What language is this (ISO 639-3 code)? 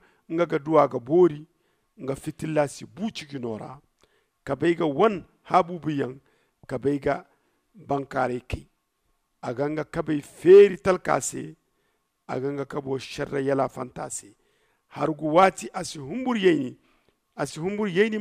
dje